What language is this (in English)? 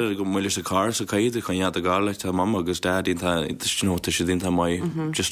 Irish